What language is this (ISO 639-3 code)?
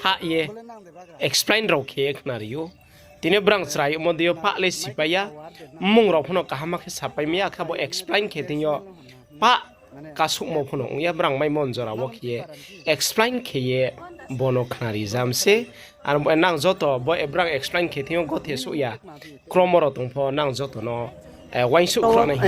ria